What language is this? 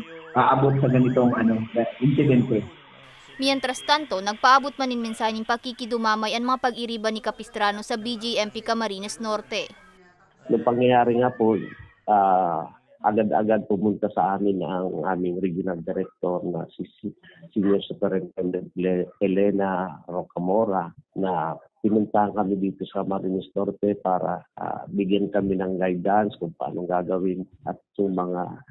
Bikol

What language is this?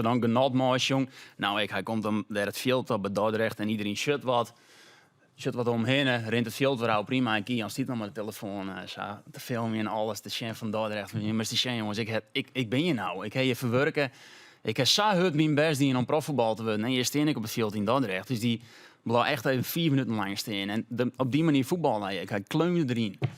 Western Frisian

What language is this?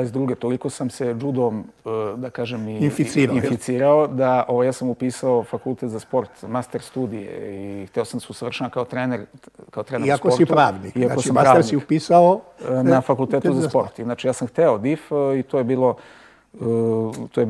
Serbian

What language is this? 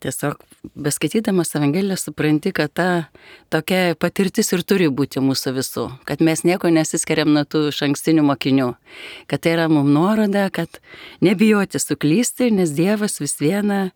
Lithuanian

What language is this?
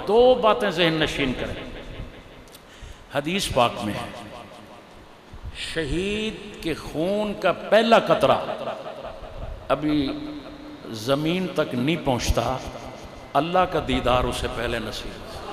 Urdu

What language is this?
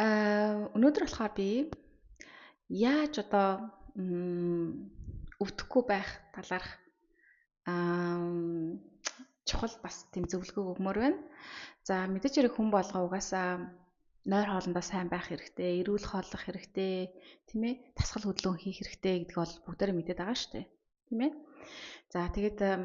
Mongolian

